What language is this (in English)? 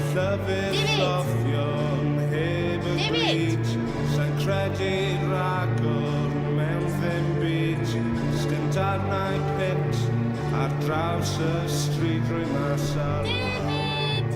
Welsh